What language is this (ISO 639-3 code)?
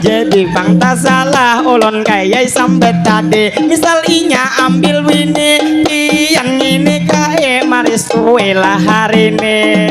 bjn